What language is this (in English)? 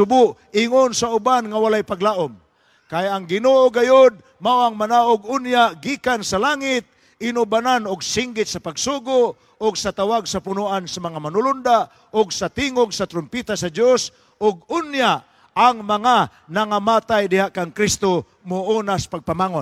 Cebuano